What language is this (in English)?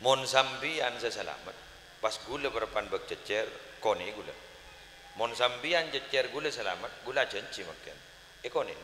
Madurese